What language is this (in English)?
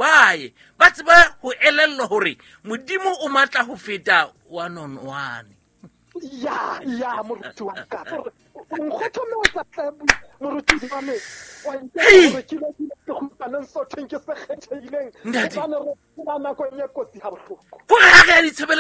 Southern Sotho